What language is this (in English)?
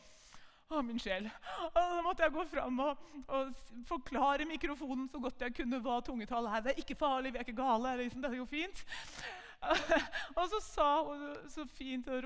Norwegian